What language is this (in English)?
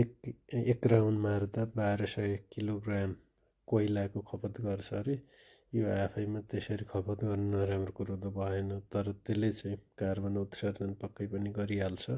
Nepali